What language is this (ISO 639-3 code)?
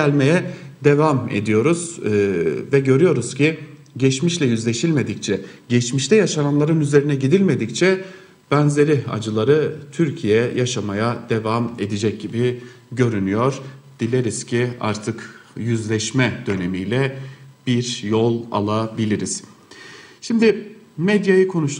tur